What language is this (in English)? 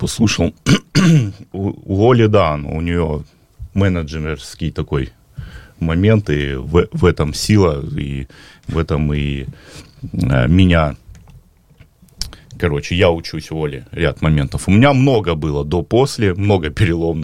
Russian